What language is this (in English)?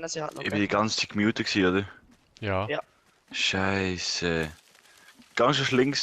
Swiss German